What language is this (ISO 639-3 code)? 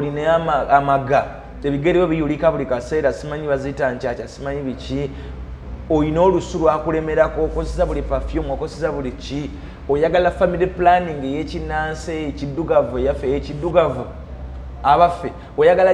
lug